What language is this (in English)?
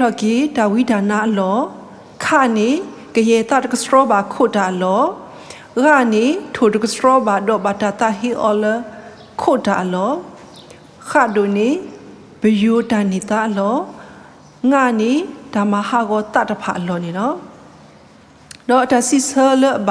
S'gaw Karen